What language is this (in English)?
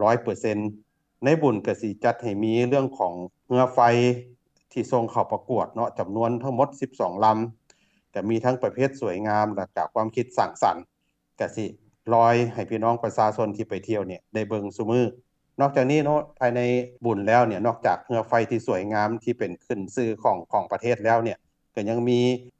Lao